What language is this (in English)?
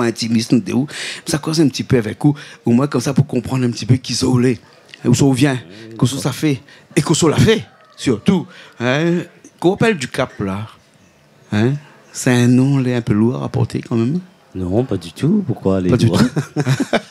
Réunion Creole French